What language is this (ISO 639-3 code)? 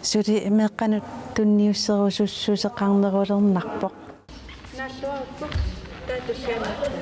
kal